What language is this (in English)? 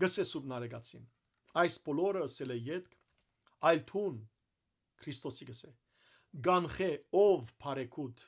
Western Armenian